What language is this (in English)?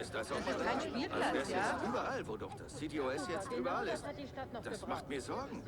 Bavarian